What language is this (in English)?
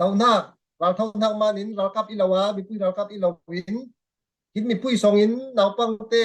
Falam Chin